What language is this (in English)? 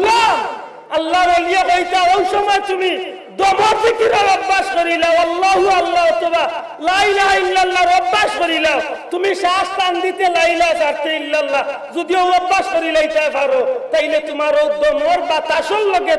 Sylheti